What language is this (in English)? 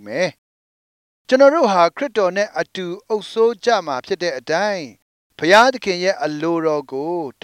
Burmese